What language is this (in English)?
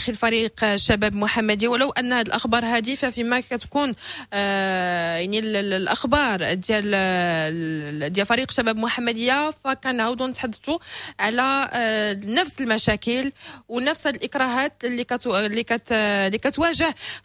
Moroccan Arabic